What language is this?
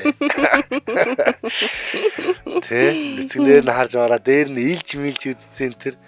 Mongolian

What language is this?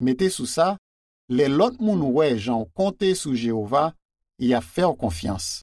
Haitian Creole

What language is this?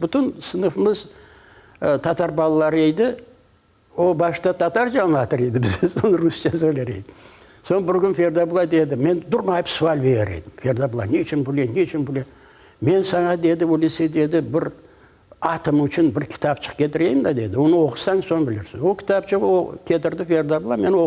Crimean Tatar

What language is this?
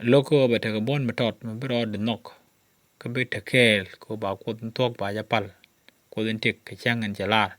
Nuer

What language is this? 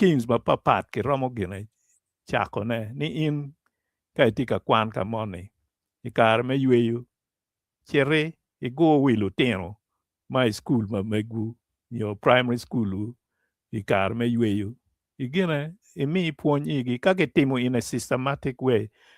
Acoli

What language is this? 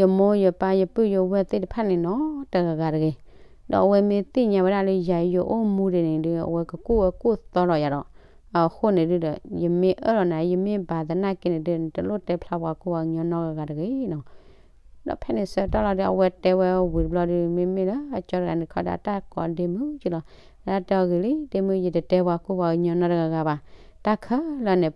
S'gaw Karen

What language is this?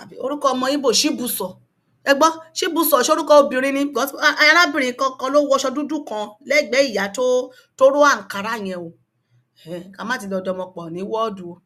Yoruba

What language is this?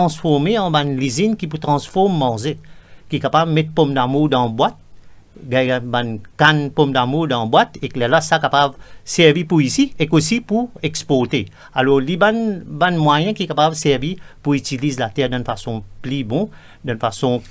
Morisyen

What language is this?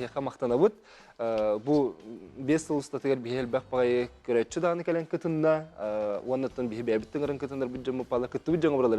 Yakut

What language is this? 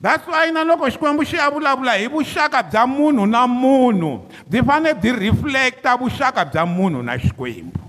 Tsonga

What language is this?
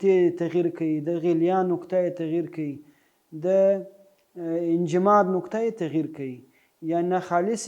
Pashto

